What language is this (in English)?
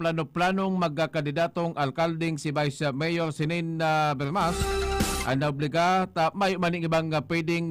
Bikol